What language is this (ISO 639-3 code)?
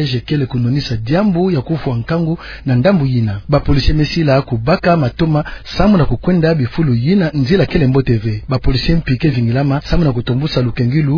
ktu